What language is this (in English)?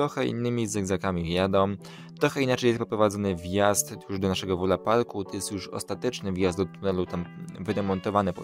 Polish